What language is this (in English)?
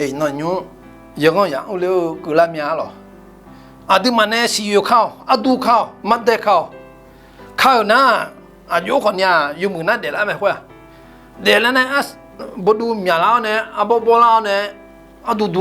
Akha